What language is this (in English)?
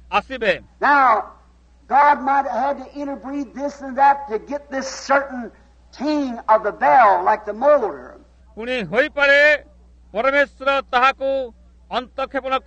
Odia